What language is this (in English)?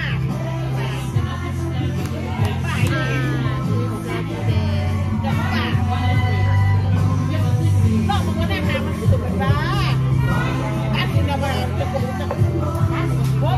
Thai